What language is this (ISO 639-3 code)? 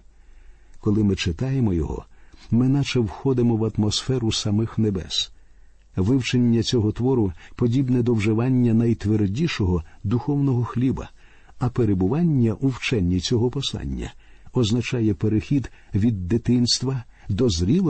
ukr